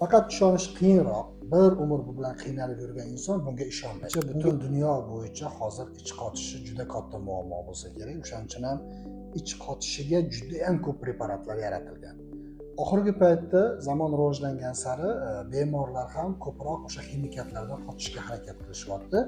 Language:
Uzbek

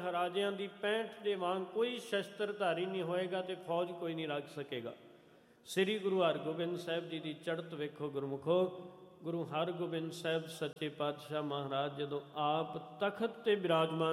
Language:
Punjabi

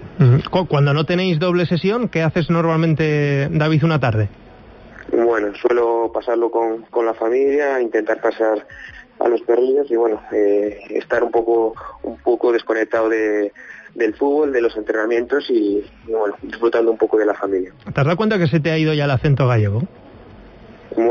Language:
Spanish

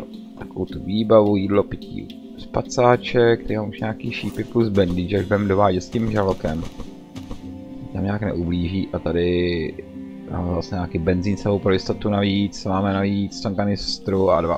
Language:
Czech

